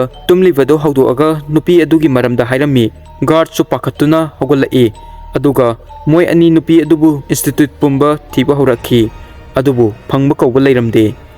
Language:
Manipuri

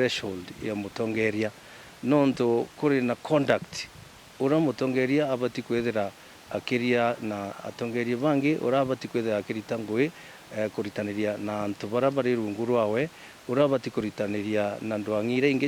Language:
Meru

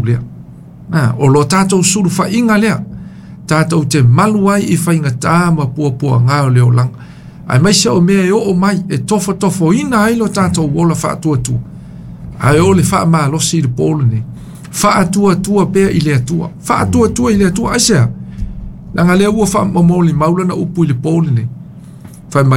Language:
Samoan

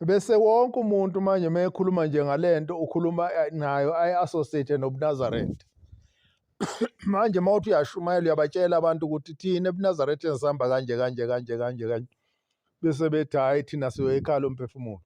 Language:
Zulu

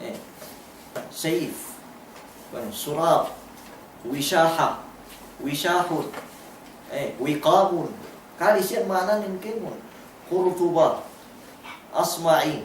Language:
Yakan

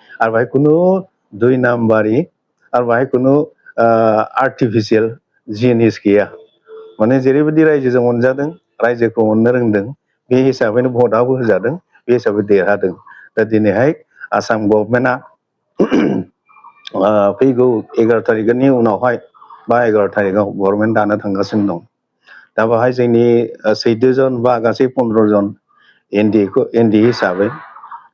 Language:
Bodo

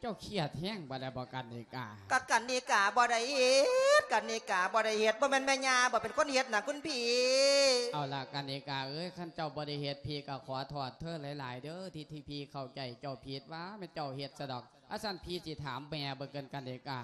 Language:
Lao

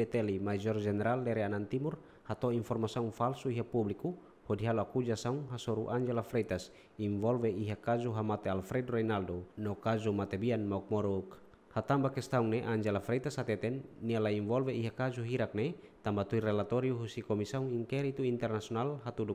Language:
Tetum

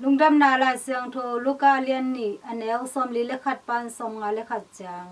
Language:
Tedim Chin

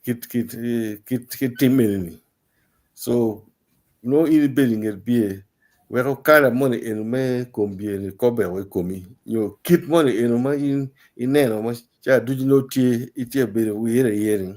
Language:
Acoli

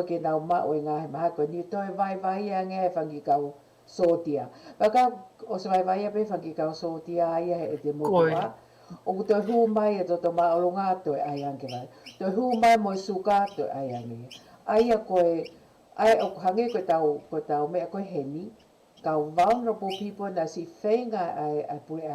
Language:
Tongan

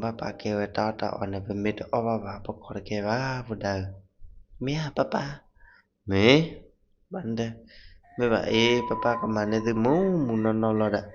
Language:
S'gaw Karen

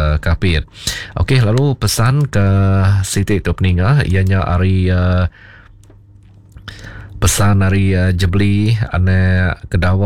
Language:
Iban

